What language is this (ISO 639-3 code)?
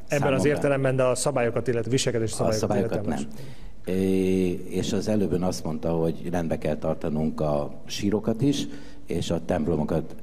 hun